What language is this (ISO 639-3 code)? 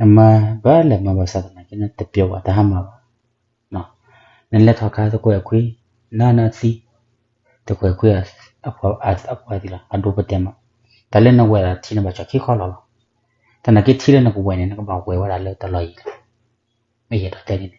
ksw